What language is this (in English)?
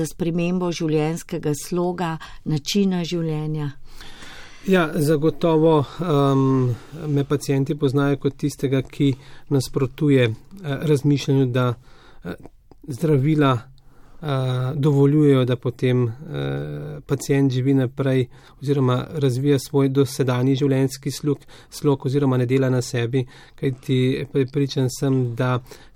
Slovenian